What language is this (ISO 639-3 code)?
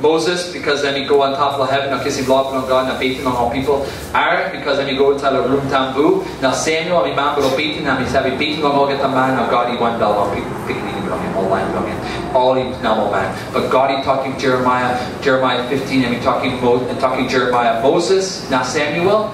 tpi